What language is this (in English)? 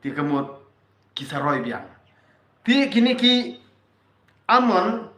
Khasi